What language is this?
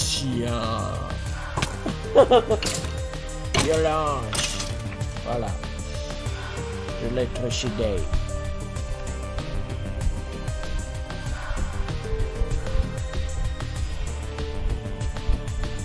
French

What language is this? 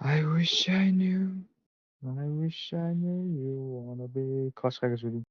Kara-Kalpak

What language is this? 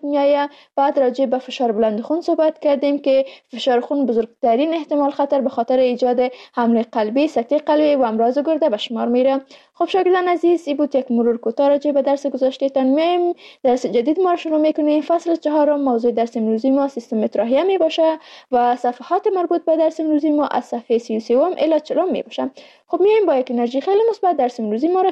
Persian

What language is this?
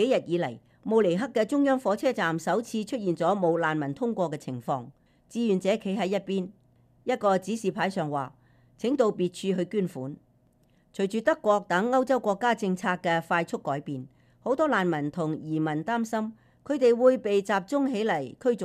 Cantonese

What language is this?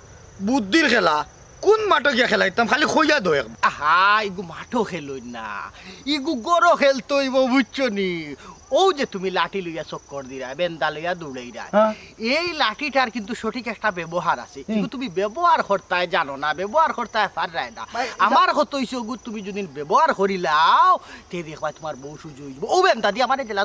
Sylheti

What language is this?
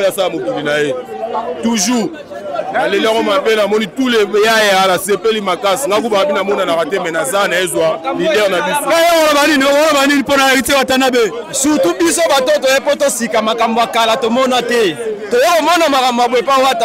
Lingala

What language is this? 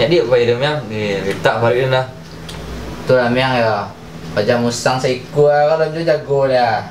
Minangkabau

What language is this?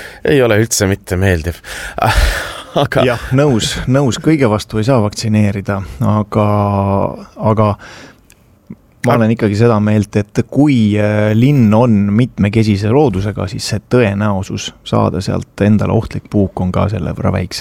Estonian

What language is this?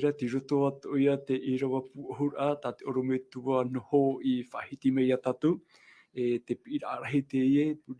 Tahitian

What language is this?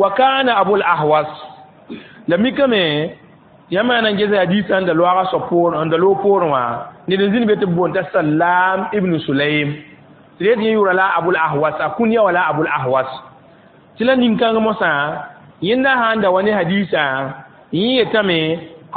Mossi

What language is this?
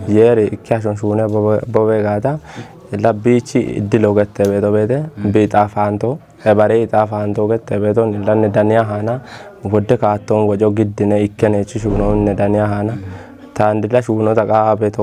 Kafa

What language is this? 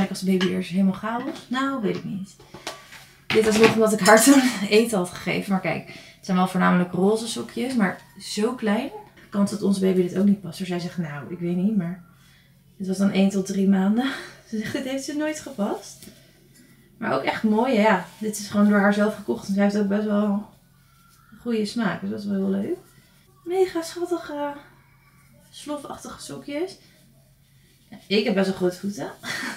Dutch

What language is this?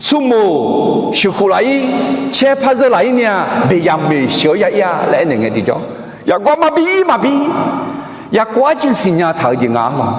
Akha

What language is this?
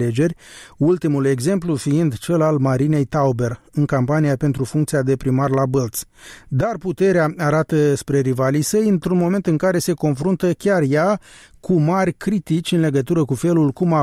Romanian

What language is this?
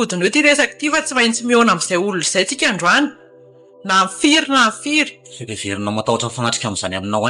Malagasy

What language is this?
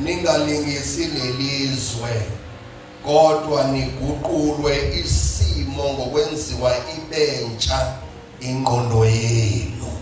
Zulu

